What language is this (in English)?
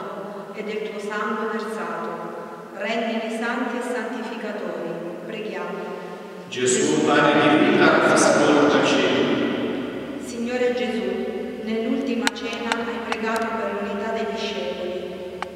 Italian